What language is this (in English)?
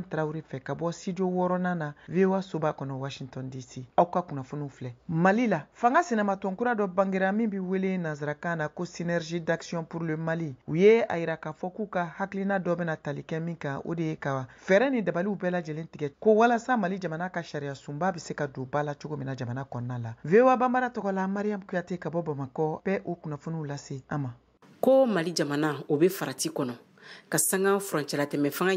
Bambara